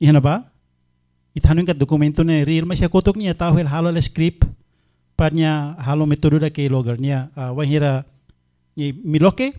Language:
Tetum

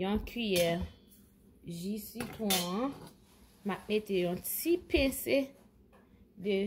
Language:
Haitian Creole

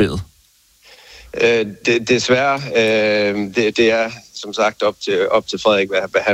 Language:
Danish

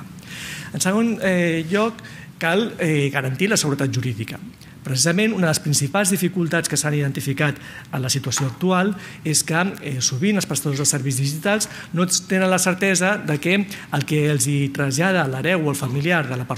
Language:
Catalan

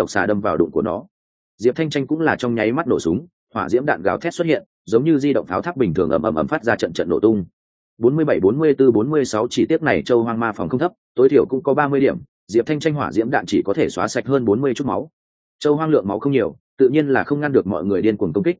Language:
Vietnamese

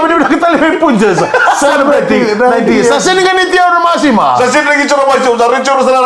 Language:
Fijian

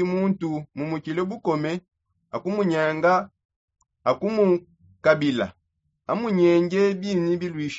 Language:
Songe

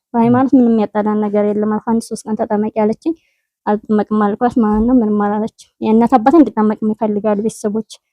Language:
Amharic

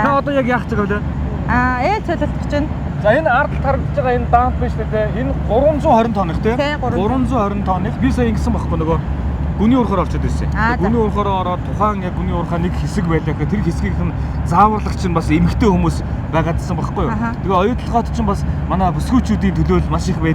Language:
Mongolian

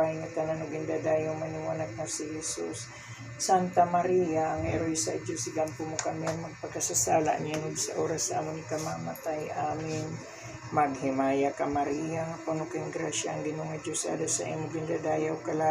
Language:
Waray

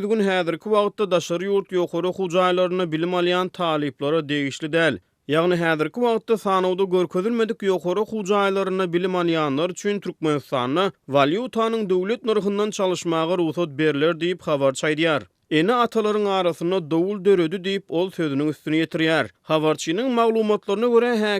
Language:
Turkmen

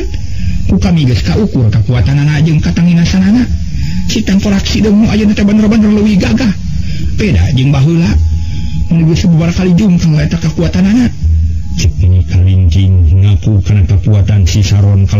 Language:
Sundanese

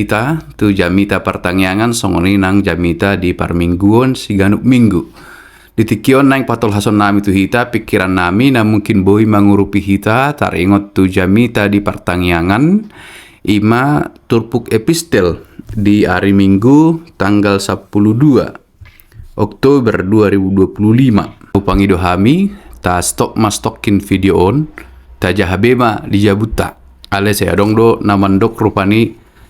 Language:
Batak Toba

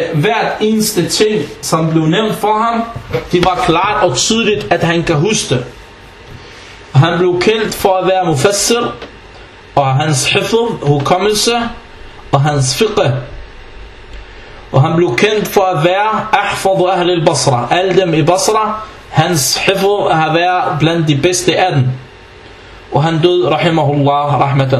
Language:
Danish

